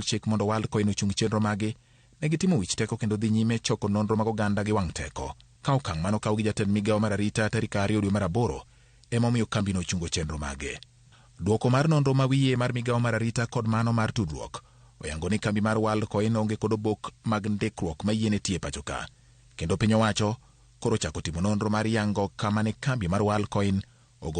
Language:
Luo (Kenya and Tanzania)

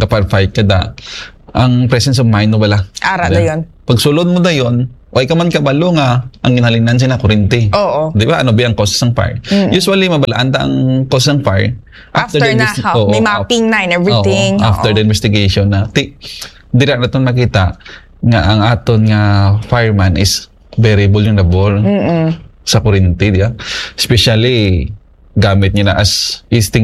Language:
Hiligaynon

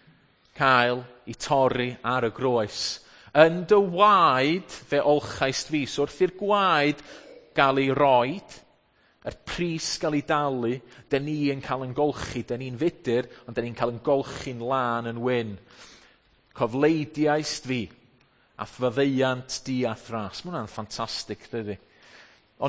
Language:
Welsh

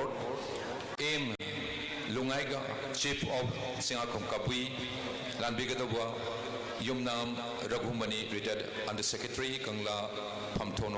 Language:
Manipuri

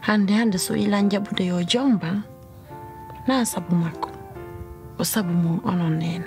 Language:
Pular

